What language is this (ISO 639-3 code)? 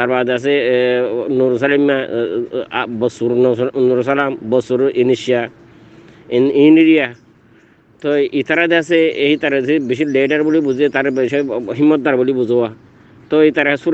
rhg